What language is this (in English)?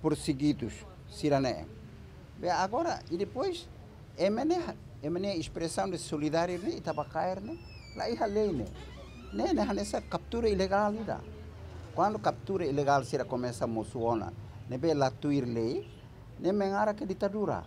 Tetum